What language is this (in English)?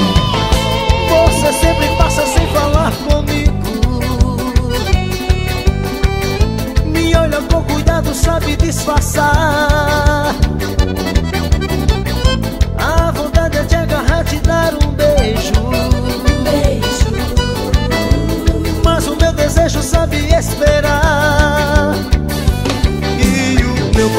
Portuguese